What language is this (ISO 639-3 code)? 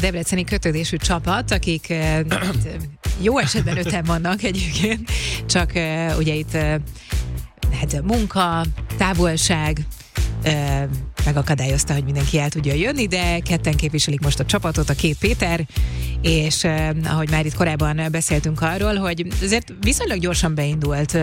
hun